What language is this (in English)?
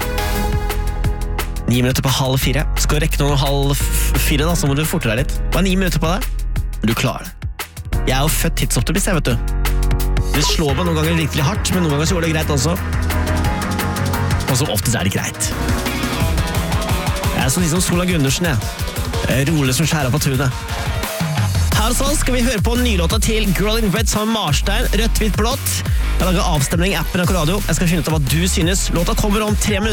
Norwegian